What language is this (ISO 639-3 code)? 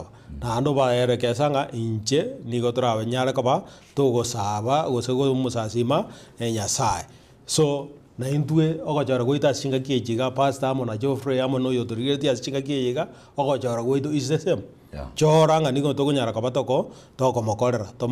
guz